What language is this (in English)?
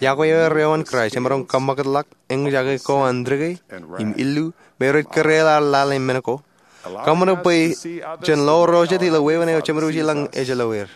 Marshallese